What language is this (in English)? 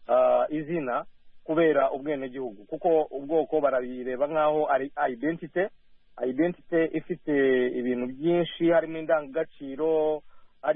Kinyarwanda